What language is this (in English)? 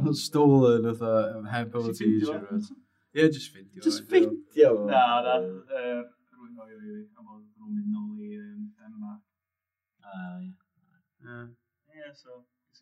Welsh